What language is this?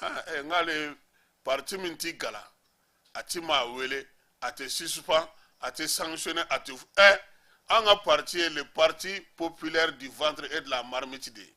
Bambara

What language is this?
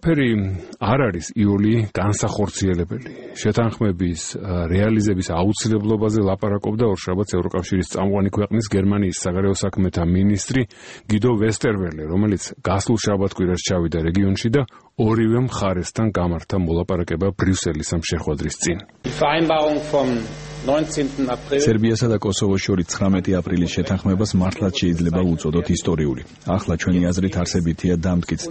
Georgian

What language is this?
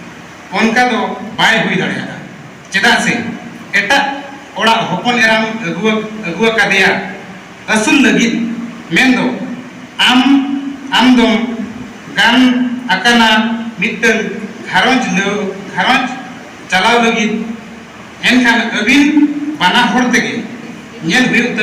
Santali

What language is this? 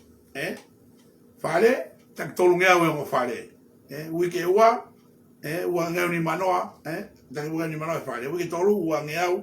Tongan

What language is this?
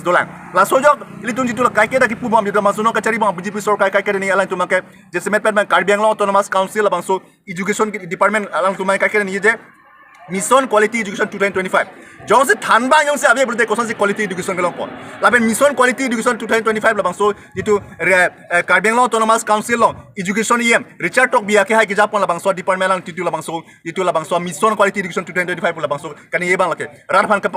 Karbi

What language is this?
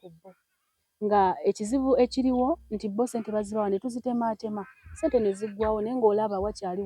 Ganda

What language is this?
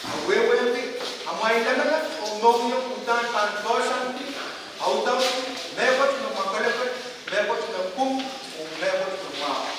Pohnpeian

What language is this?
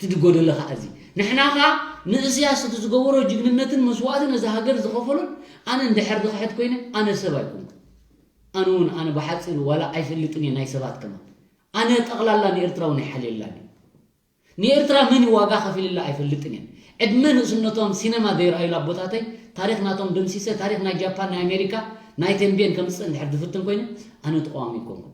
Tigrinya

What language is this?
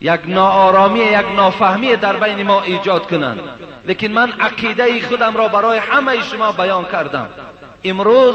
Persian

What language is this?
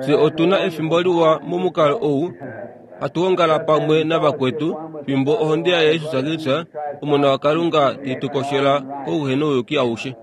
Kuanyama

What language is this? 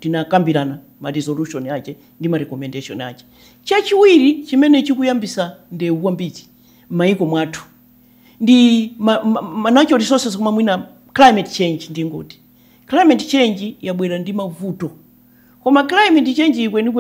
Nyanja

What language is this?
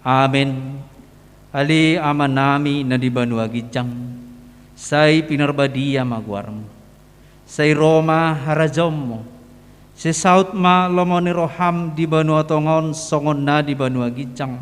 Batak Toba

